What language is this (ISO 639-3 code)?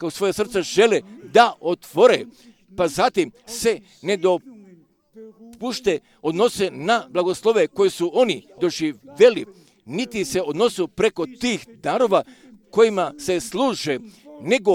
hrv